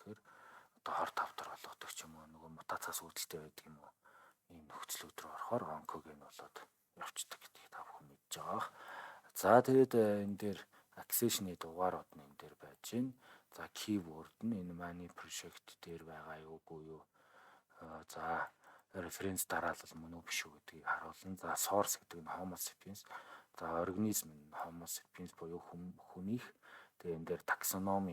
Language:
Mongolian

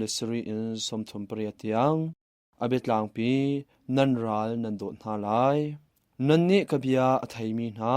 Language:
Hakha Chin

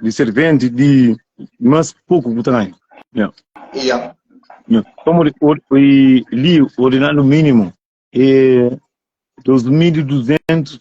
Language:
Kabuverdianu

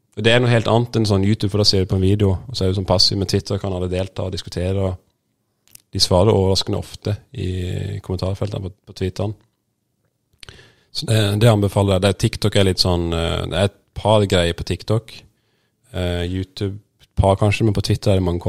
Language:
Norwegian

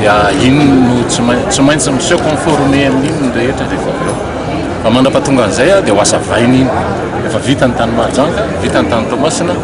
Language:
Malagasy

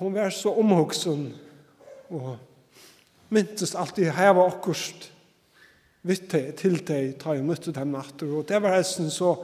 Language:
Faroese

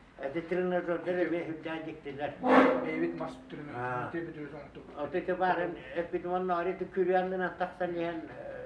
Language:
Yakut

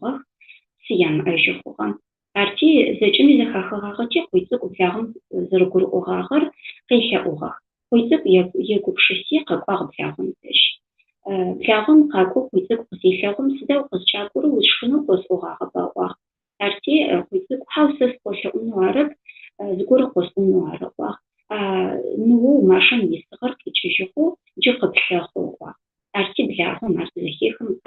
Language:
Adyghe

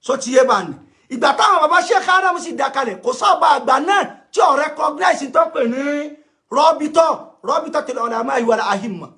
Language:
Yoruba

